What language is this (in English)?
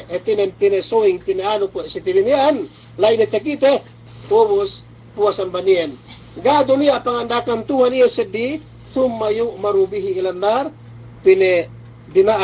Yakan